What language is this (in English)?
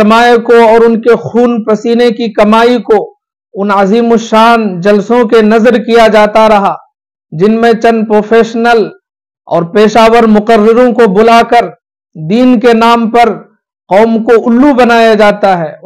Urdu